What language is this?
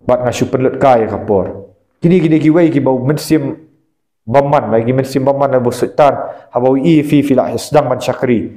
Khasi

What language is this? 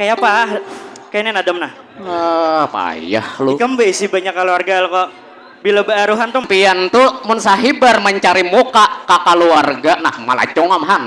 Banjar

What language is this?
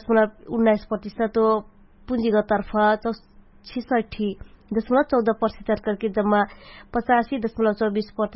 Dangaura Tharu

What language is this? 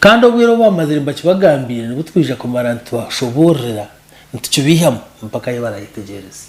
Nyankole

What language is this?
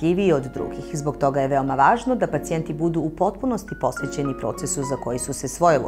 Serbian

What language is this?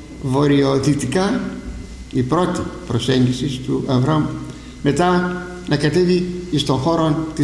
Greek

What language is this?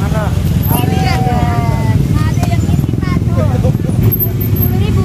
Betawi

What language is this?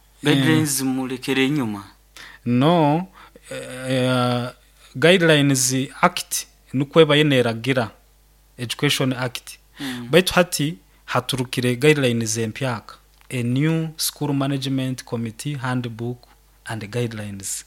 Nyoro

